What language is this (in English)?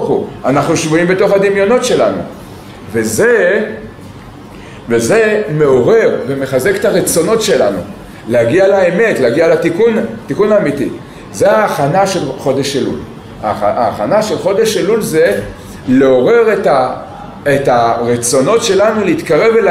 Hebrew